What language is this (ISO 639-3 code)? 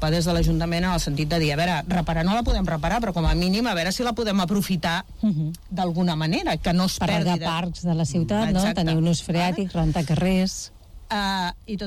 cat